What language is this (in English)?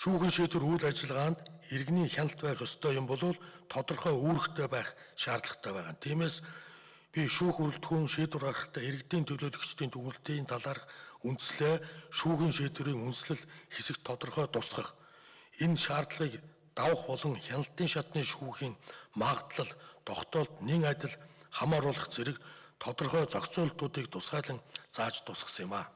Mongolian